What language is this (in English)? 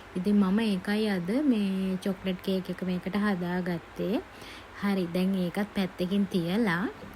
Sinhala